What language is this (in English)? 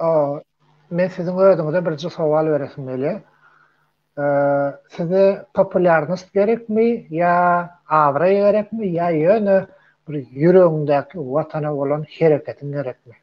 Turkmen